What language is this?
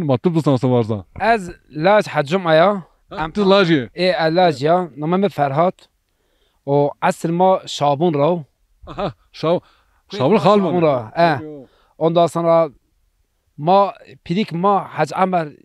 Zaza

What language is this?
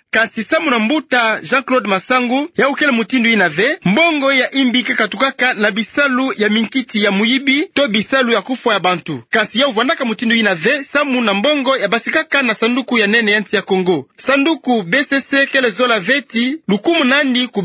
Kituba (Democratic Republic of Congo)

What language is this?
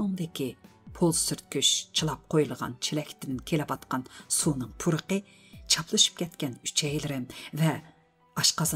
Uyghur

